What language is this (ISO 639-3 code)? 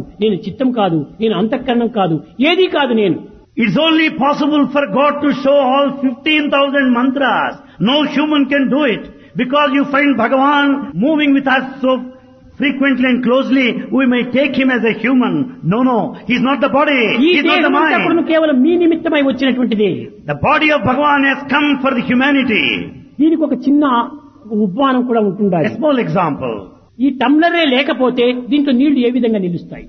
tel